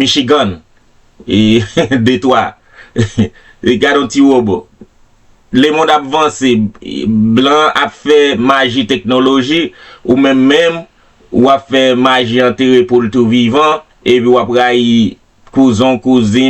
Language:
Haitian Creole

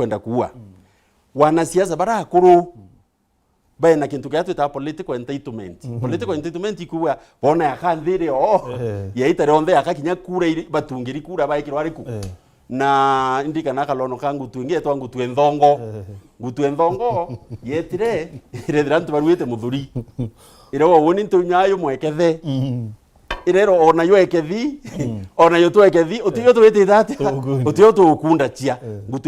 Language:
Meru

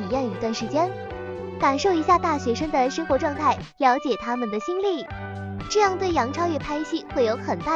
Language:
Chinese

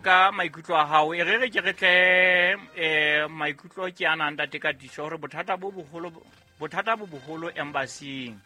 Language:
Southern Sotho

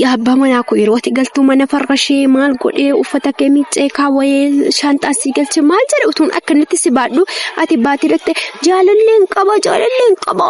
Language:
Oromo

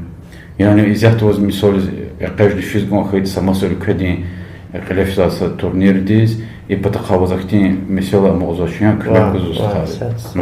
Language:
Lezghian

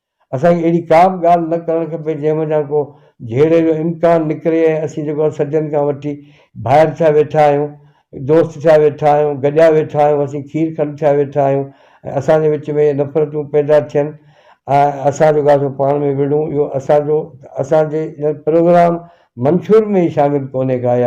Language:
Sindhi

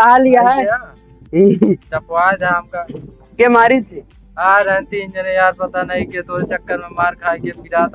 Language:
Awadhi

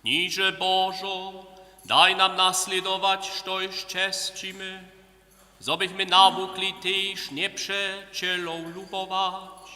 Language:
Upper Sorbian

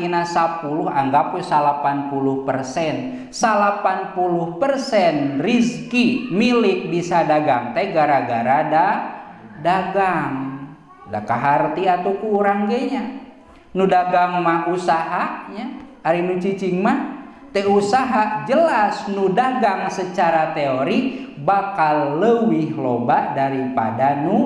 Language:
Sundanese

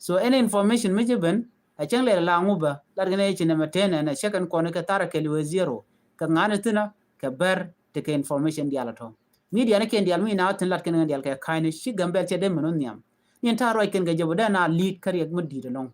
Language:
Nuer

